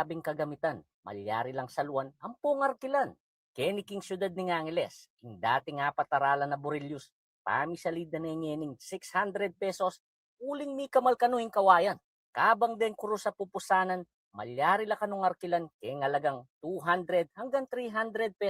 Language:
Pampanga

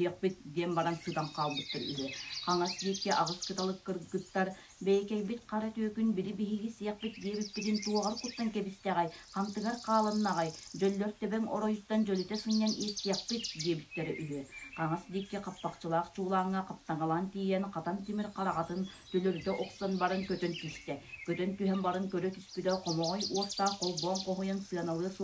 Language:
Yakut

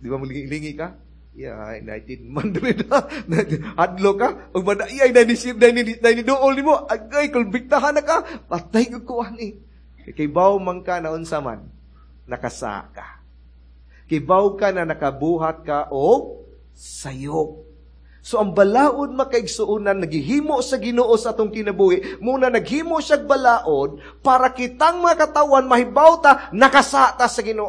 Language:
Cebuano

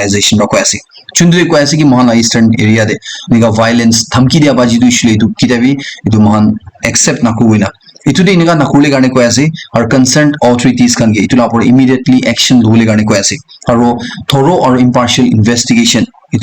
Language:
Naga Pidgin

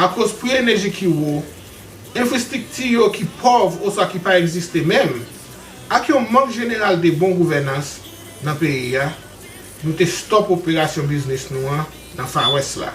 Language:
Haitian Creole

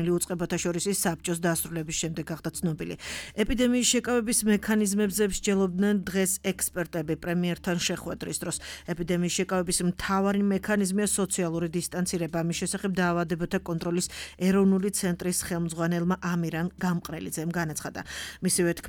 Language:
Georgian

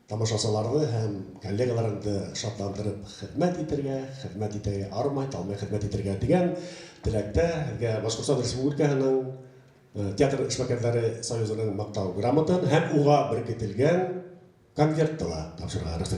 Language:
Bashkir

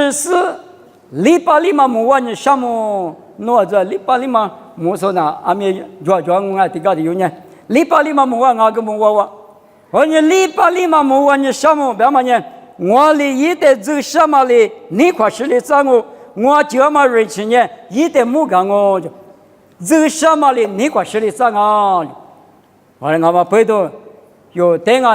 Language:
Lisu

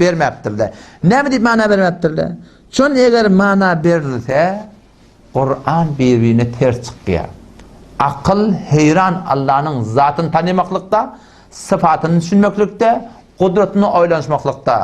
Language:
Turkmen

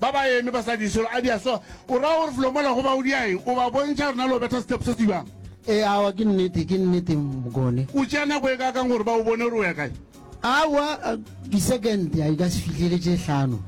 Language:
Northern Sotho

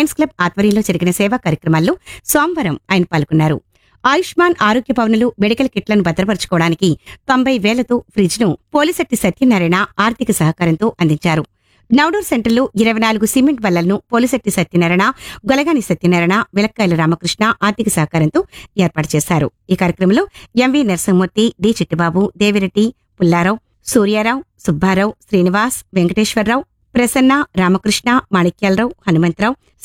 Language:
Telugu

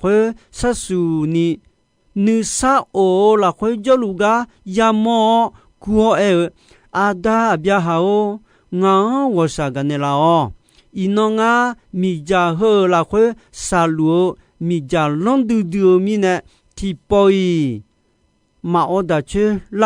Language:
Akha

